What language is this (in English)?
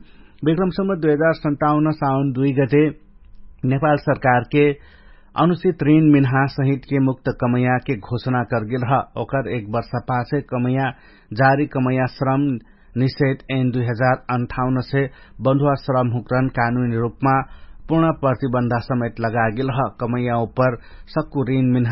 Dangaura Tharu